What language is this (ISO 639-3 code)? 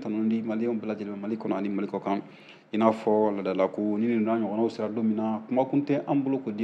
bam